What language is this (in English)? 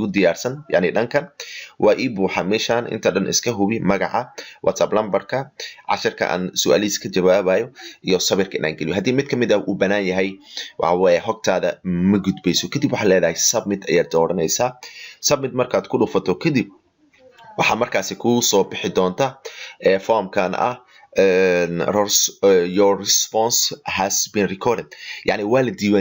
Somali